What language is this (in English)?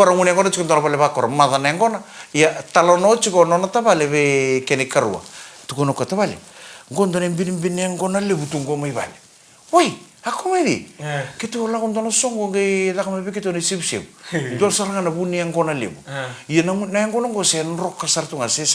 Fijian